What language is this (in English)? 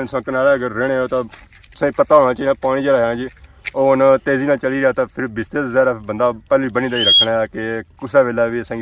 Pahari-Potwari